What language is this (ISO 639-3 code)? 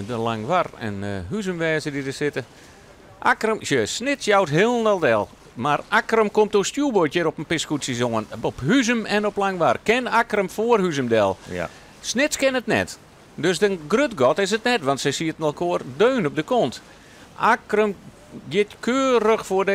fry